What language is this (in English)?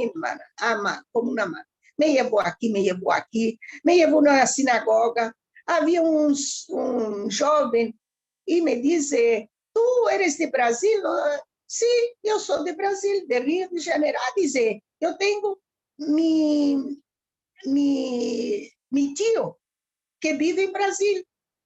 Ladino